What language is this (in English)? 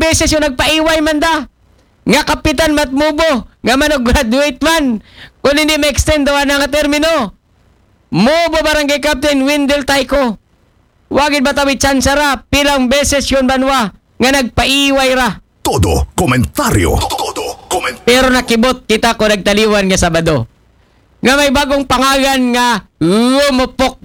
Aklanon